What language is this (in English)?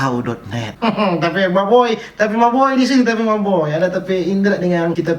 Manado Malay